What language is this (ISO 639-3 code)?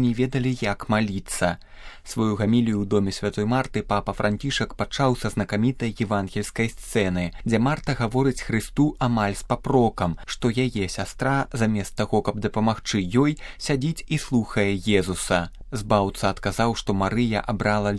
bel